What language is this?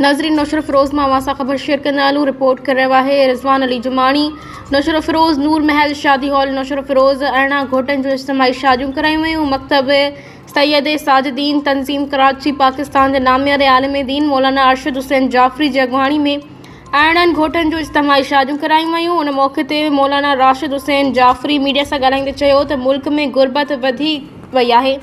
Sindhi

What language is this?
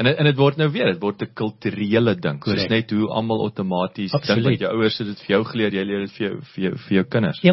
Afrikaans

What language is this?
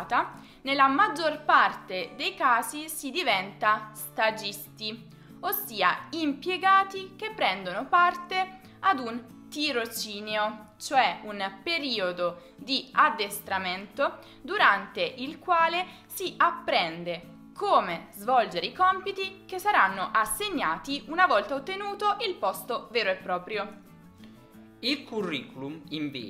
Italian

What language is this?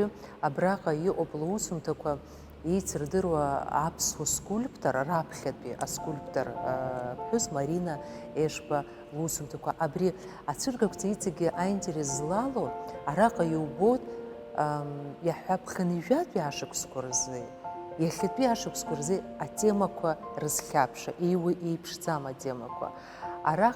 Abkhazian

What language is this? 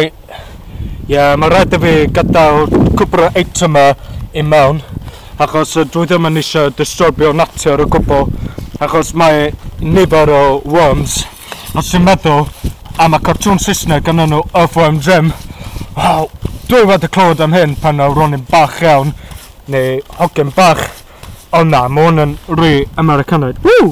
Welsh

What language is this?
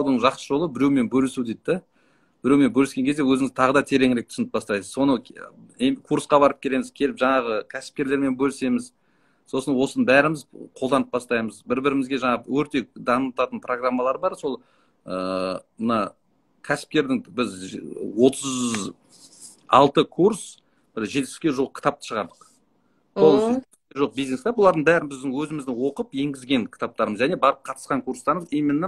Kazakh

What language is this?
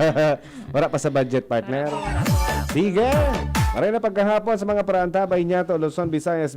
Bikol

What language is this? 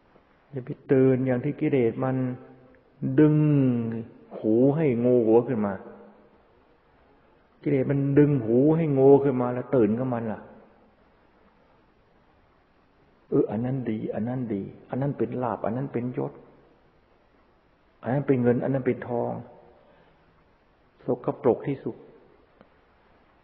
Thai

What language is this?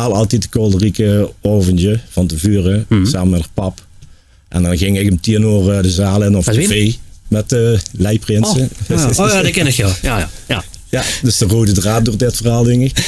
Limburgish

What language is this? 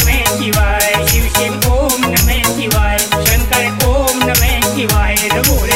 Haryanvi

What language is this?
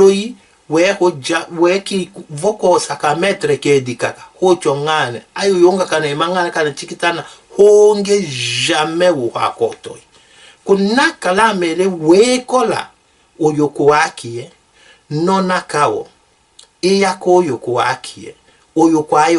Tetela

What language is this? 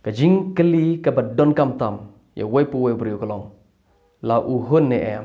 Khasi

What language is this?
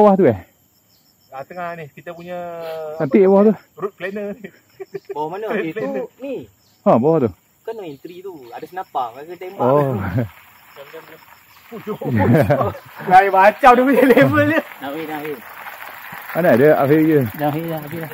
Malay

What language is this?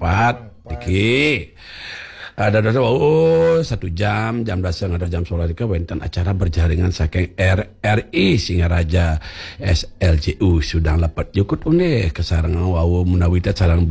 Balinese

